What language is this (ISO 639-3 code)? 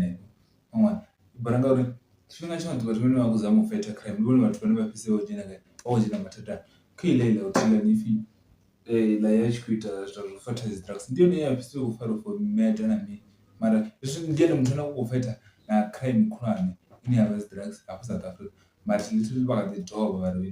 ven